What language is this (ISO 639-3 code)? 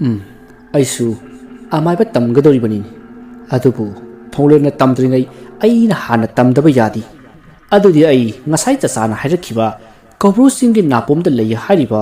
mni